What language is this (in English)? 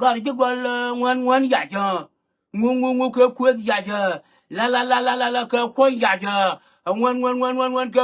Nuer